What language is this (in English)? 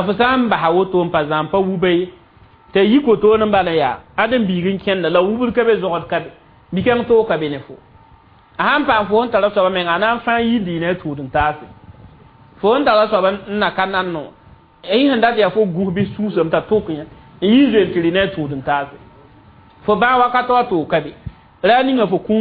Mossi